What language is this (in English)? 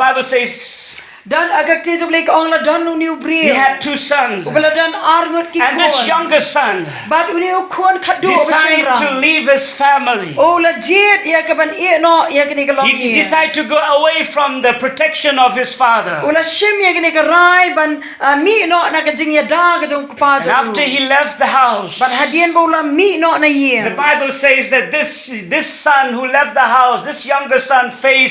Khasi